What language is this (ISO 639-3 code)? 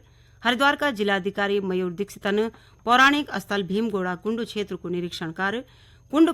gbm